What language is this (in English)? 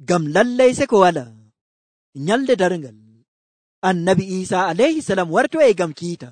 Nigerian Fulfulde